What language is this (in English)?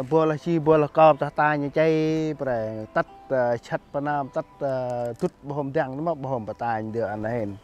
Central Mnong